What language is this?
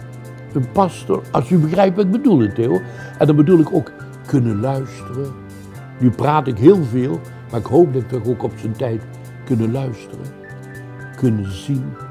Dutch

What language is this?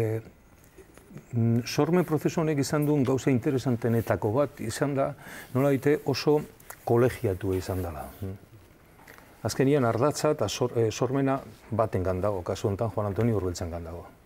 Basque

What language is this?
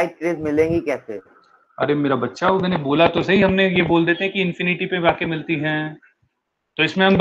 Hindi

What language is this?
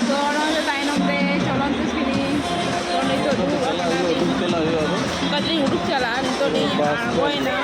Santali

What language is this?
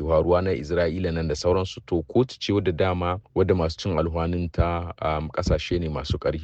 Hausa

